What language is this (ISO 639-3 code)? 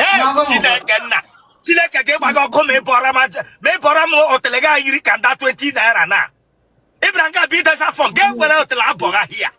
ibo